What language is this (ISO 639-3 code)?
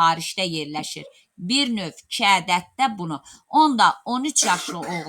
aze